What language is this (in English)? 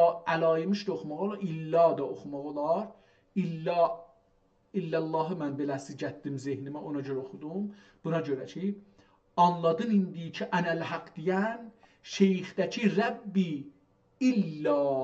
South Azerbaijani